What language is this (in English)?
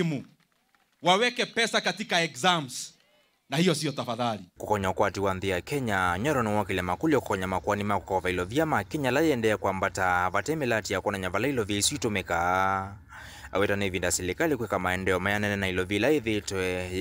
Kamba